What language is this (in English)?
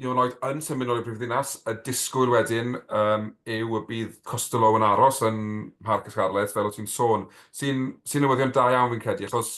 Welsh